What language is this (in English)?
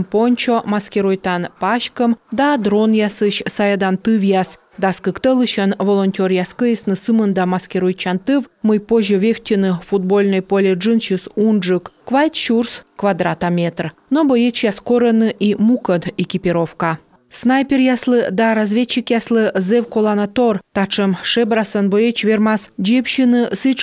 Komi